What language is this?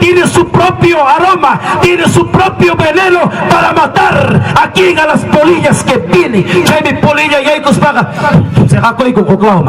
Ayacucho Quechua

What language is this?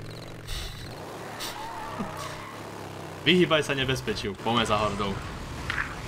Slovak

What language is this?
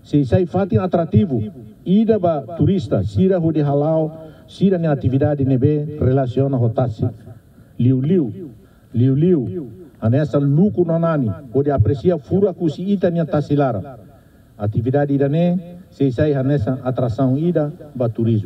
Tetum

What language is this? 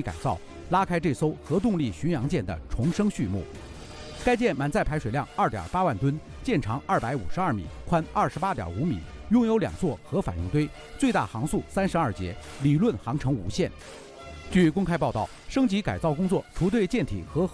Chinese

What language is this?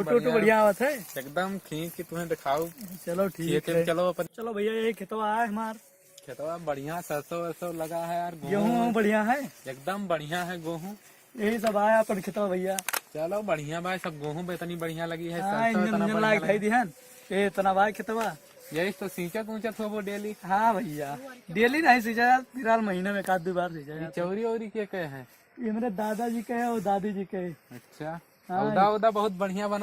Awadhi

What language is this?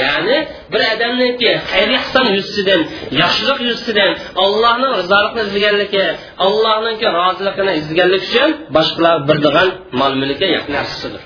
Uyghur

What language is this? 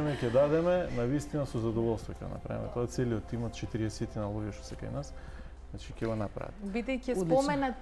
Macedonian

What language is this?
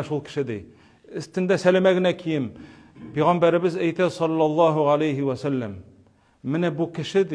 Tatar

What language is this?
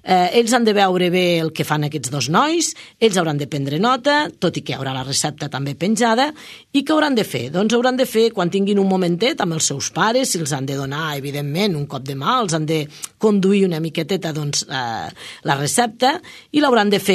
Catalan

